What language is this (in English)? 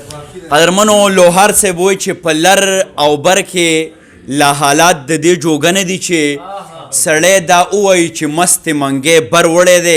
Pashto